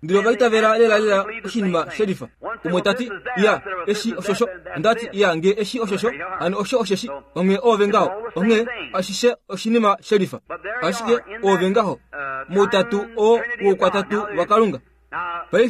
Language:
Kuanyama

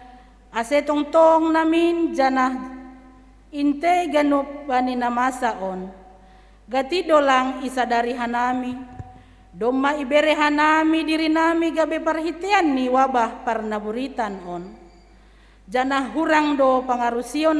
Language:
Batak Simalungun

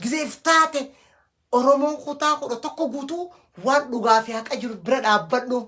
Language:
Oromo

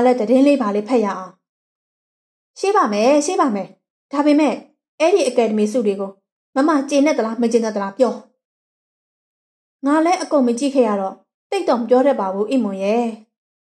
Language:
Burmese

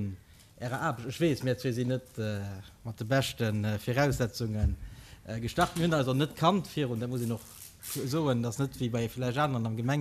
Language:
Luxembourgish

